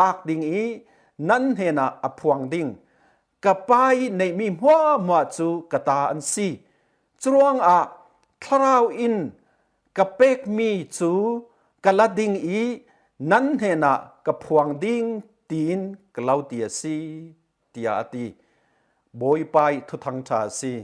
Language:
Falam Chin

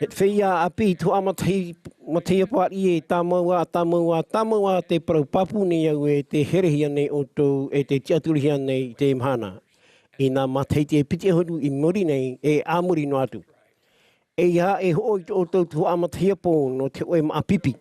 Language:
Tahitian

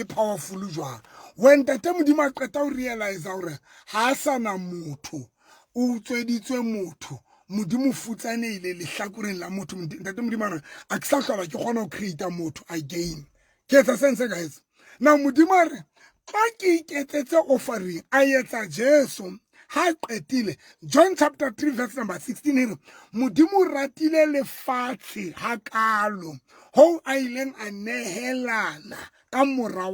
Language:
Southern Sotho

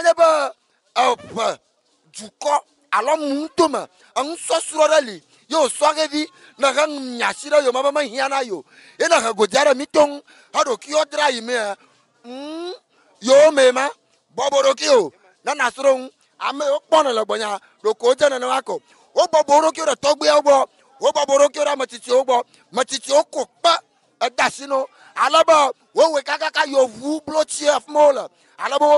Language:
Ewe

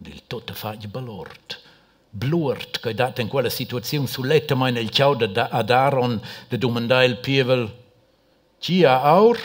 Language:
Romansh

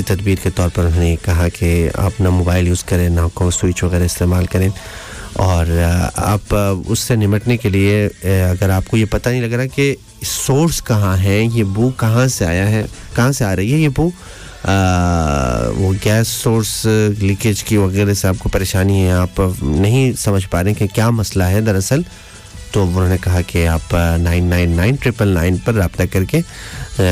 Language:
Urdu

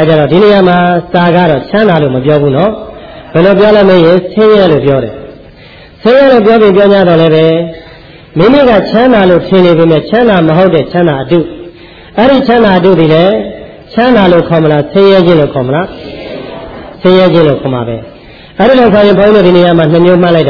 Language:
Burmese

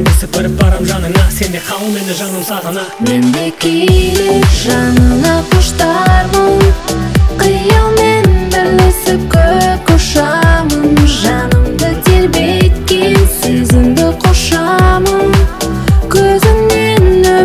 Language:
Kazakh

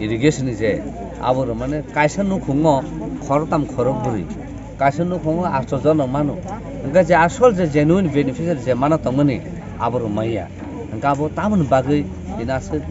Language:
Kok Borok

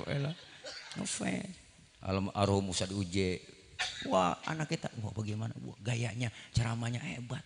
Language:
Betawi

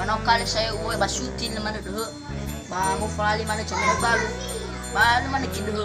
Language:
Nias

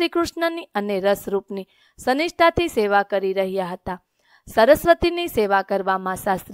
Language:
Gujarati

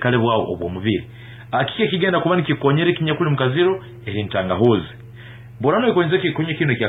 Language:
Nyankole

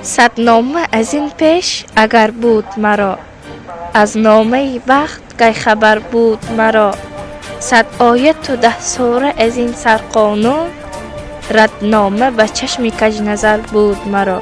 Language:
Tajik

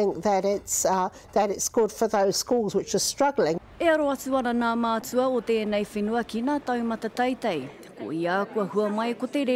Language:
Māori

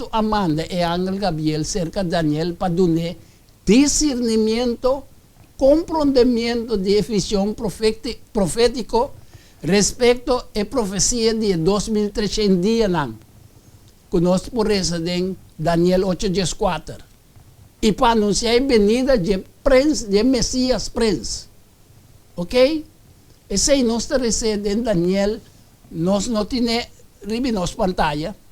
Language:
Papiamento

